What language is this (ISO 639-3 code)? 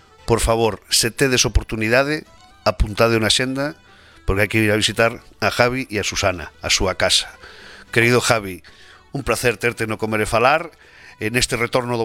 glg